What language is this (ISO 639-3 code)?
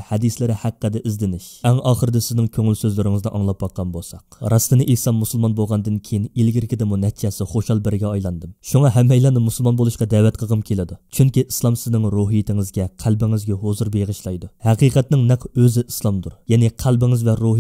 uig